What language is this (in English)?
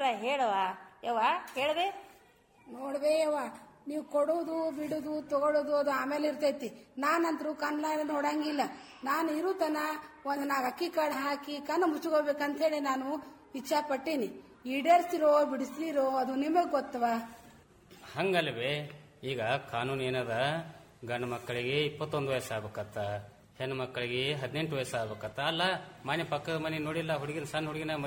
Kannada